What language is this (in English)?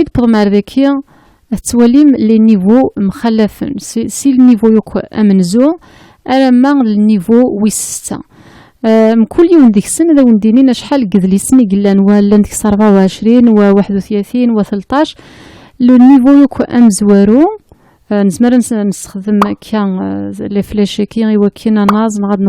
Kabyle